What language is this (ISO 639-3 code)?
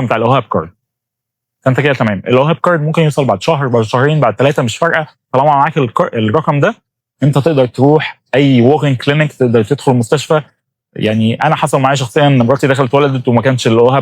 arz